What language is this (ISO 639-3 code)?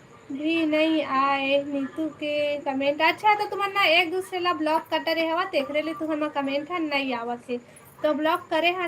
hne